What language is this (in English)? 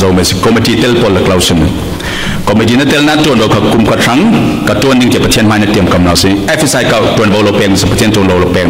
Falam Chin